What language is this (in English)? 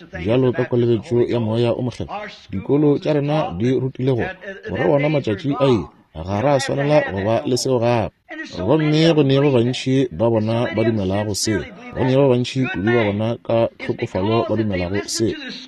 Northern Sotho